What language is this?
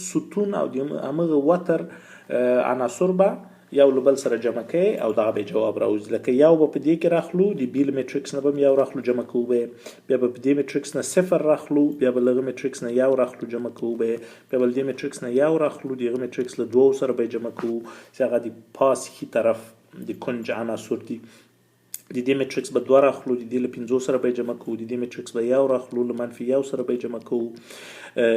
Pashto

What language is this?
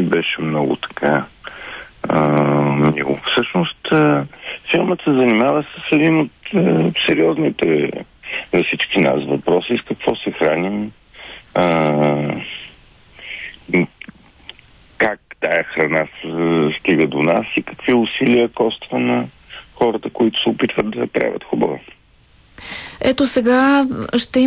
Bulgarian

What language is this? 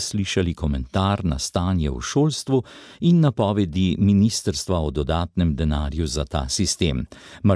Slovenian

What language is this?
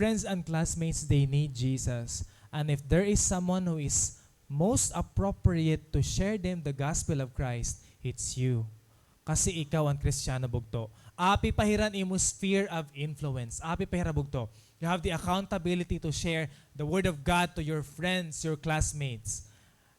Waray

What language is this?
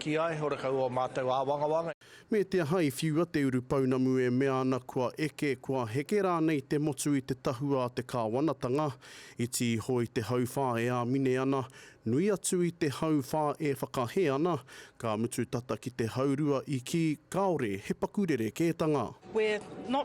Māori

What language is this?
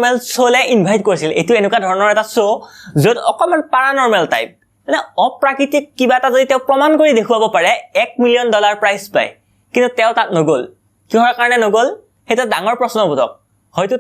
Assamese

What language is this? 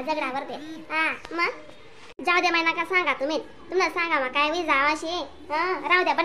Khandesi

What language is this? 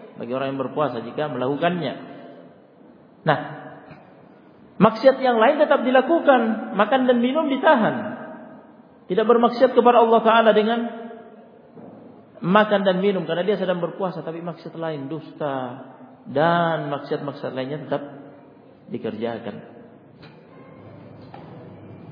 Indonesian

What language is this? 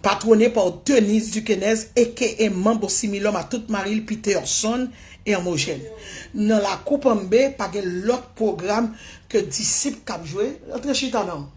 Haitian Creole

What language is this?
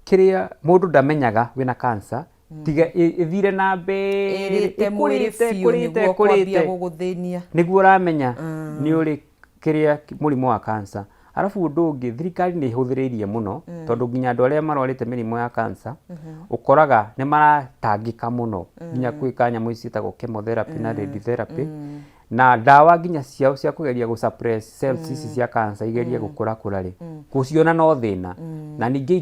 Kikuyu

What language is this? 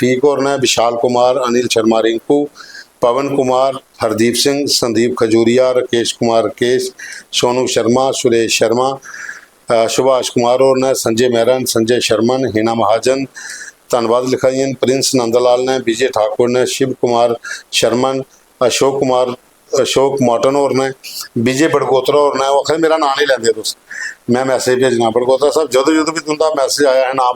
Dogri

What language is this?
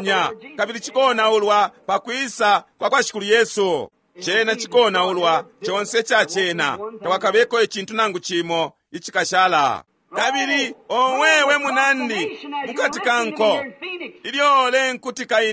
Bemba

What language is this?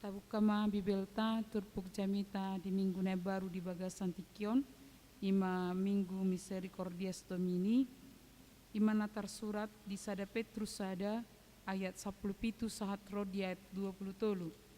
Batak Toba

